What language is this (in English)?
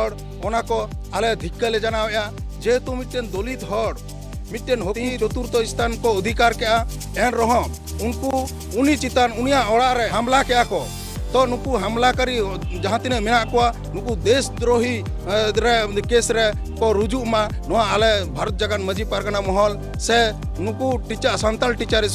Santali